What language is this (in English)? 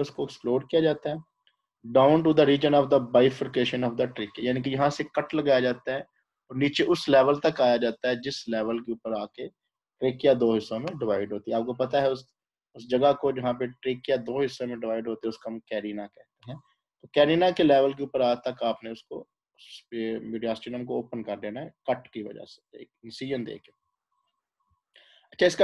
Hindi